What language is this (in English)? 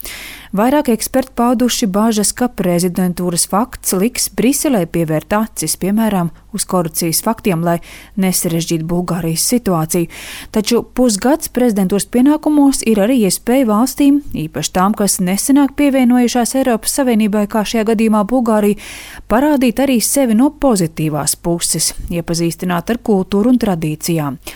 Latvian